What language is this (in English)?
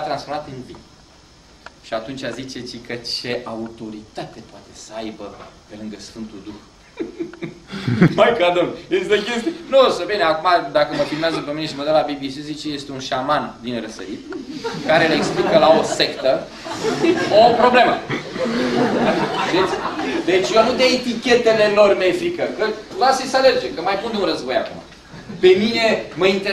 Romanian